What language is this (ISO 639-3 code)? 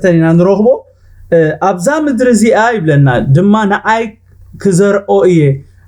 tir